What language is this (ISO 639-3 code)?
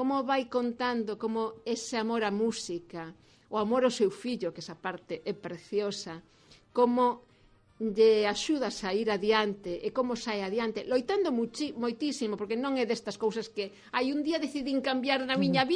glg